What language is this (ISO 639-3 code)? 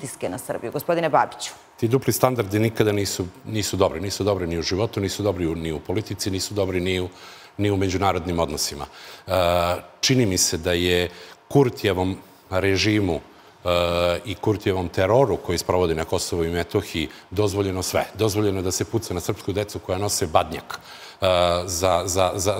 srp